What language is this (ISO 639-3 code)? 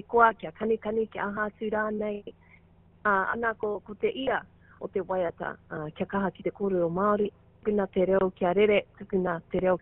mri